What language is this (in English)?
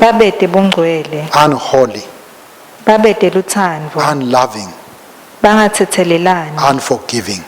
Swati